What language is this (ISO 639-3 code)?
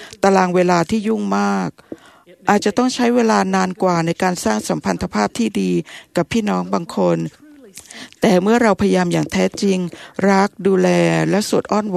tha